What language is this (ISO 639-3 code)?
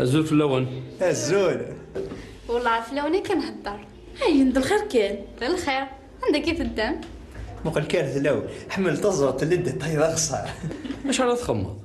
kab